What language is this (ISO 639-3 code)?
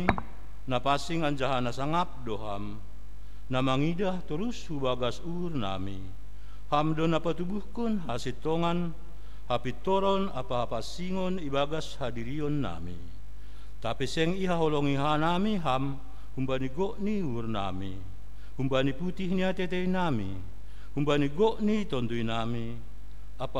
bts